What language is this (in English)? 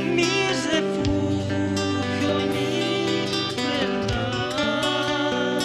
South Bolivian Quechua